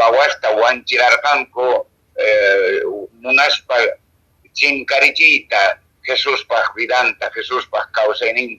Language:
Quechua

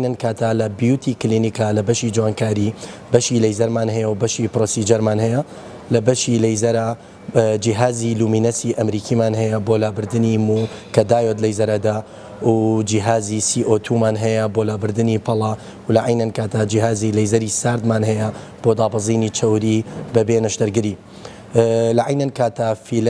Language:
Central Kurdish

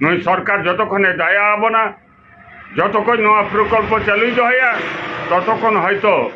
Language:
Santali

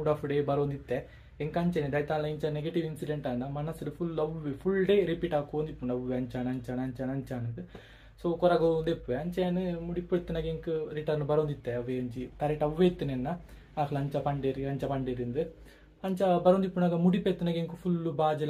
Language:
Tulu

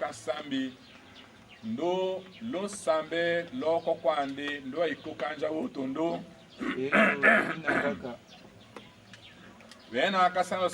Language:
Tetela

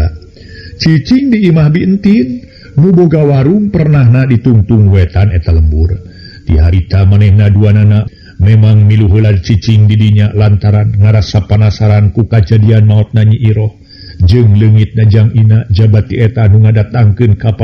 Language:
Sundanese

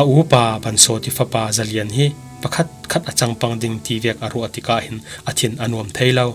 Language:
Falam Chin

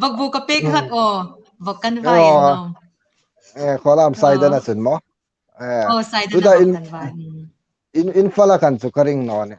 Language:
Hmar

